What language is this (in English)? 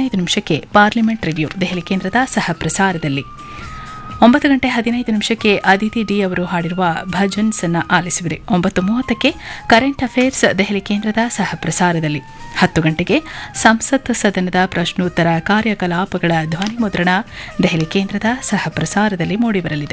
Kannada